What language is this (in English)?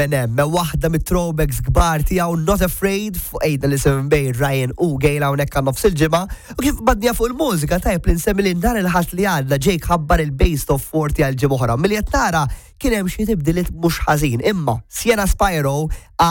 Maltese